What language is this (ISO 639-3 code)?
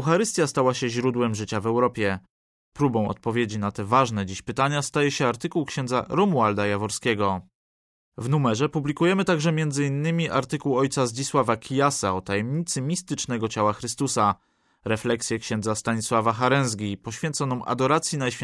pol